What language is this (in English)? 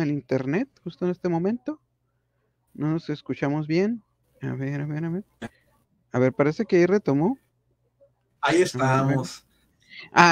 Spanish